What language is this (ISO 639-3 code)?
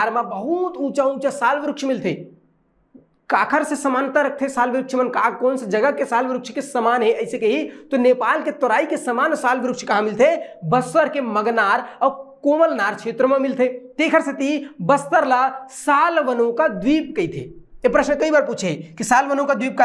hne